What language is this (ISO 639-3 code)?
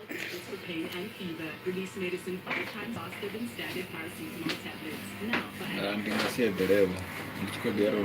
ven